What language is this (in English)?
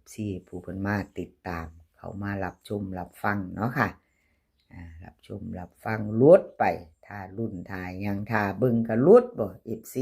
Northeastern Thai